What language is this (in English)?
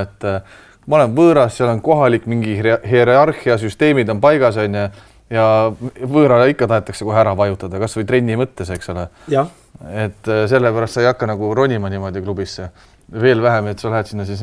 Estonian